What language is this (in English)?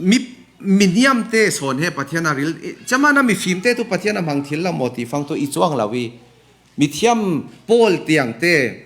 Falam Chin